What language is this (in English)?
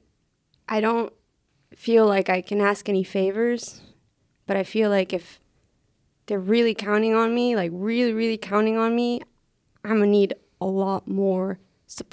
English